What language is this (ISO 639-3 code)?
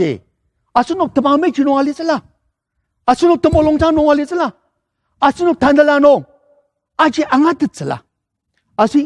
njo